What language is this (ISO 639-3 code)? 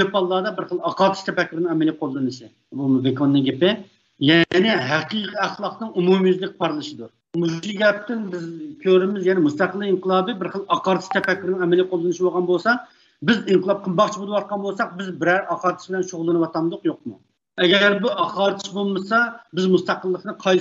uig